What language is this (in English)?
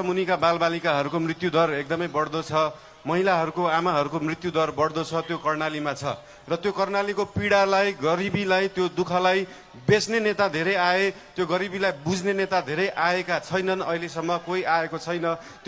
Nepali